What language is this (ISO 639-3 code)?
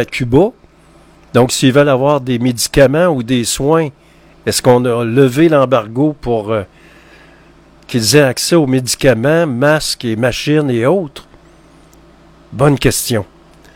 fra